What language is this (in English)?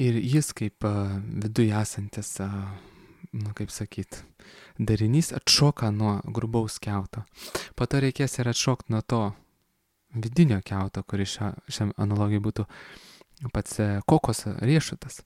Lithuanian